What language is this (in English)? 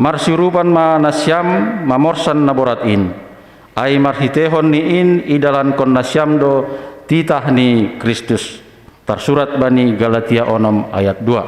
Batak Simalungun